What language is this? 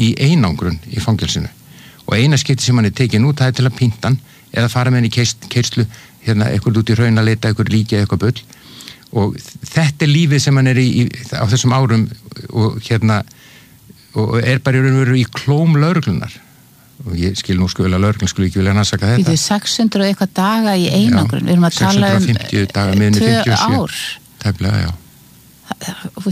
Icelandic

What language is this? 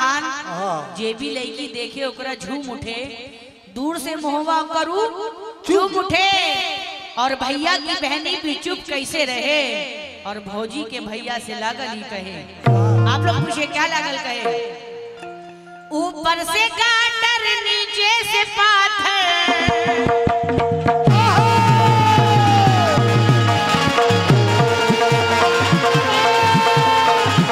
Bhojpuri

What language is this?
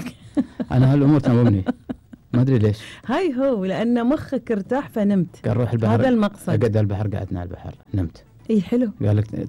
Gulf Arabic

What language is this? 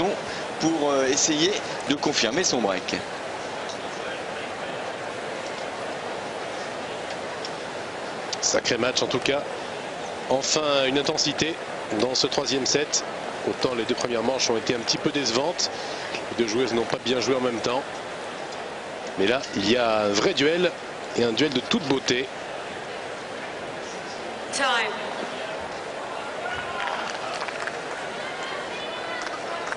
French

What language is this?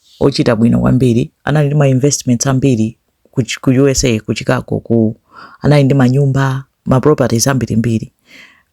Nyanja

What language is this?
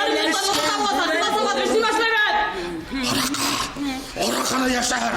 Bashkir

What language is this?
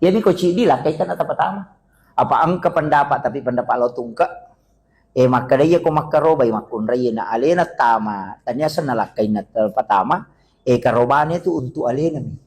Buginese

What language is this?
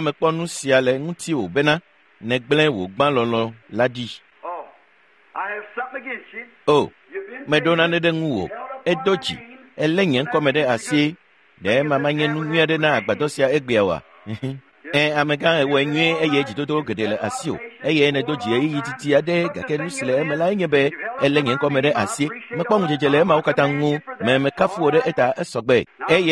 Ewe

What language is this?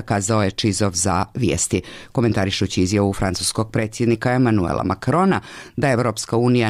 Serbian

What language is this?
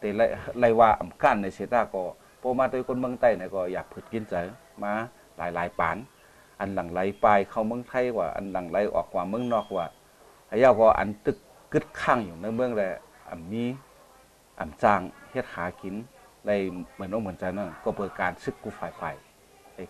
Shan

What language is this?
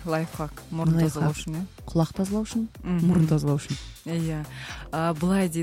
Kazakh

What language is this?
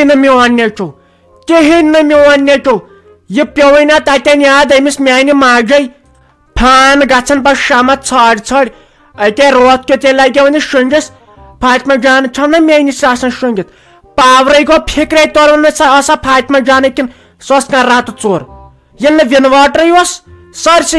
Kashmiri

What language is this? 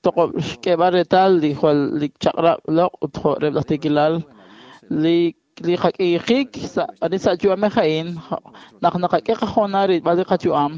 Kekchí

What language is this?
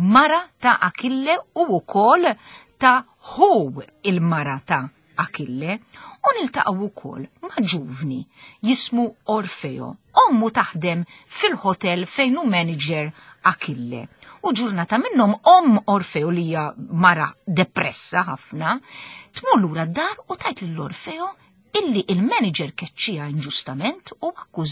Maltese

